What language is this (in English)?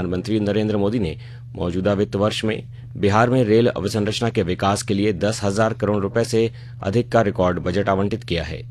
Hindi